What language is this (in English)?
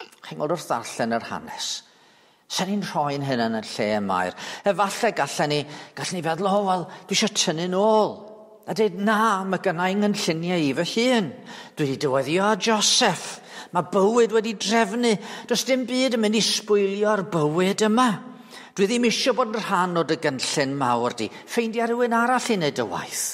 Welsh